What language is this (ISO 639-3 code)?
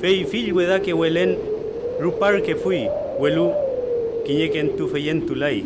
arn